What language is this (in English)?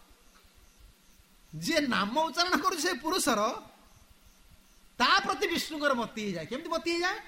Odia